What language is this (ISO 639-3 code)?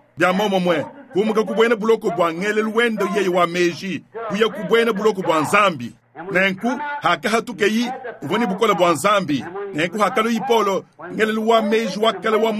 lua